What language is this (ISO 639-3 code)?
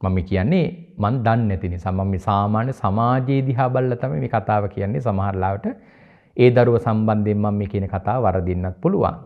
sin